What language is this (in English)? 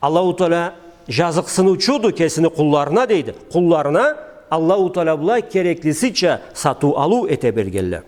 Karachay-Balkar